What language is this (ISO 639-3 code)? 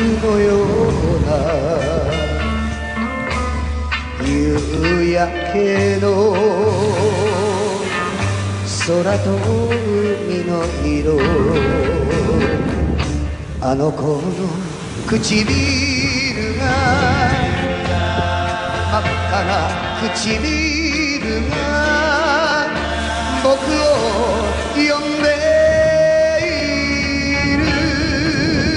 jpn